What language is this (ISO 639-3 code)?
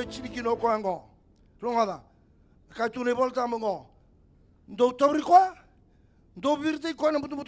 fij